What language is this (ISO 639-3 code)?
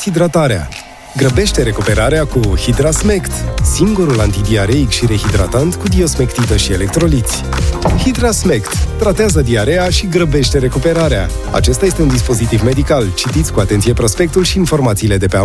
ron